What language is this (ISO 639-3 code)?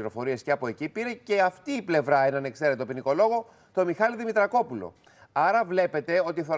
ell